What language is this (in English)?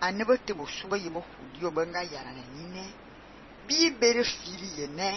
Fang